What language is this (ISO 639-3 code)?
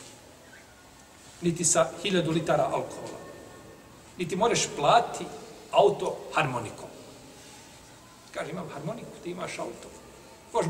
bos